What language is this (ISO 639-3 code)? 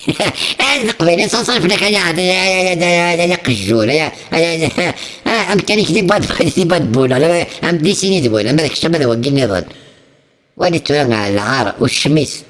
kab